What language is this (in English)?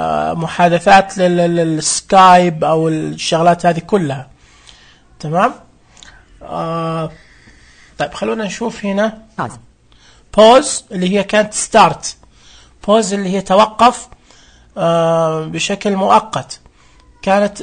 Najdi Arabic